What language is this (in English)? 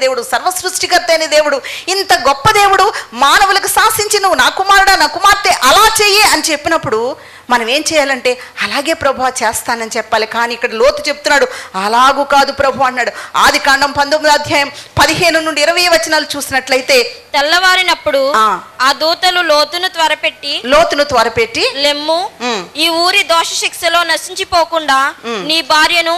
Telugu